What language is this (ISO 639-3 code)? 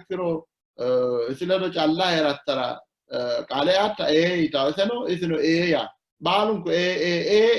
sid